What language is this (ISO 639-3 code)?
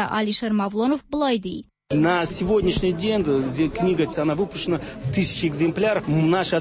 tat